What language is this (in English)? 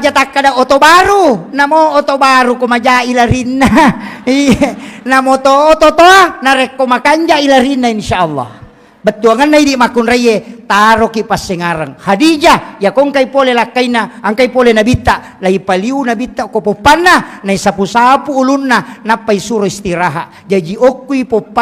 Buginese